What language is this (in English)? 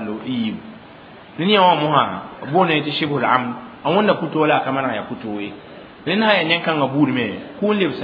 Mossi